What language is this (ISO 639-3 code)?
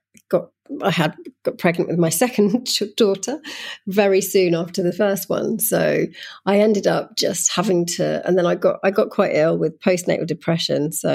eng